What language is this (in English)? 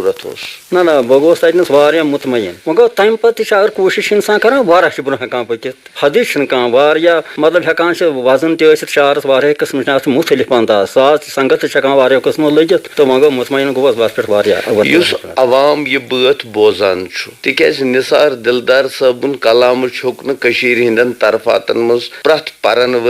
Kashmiri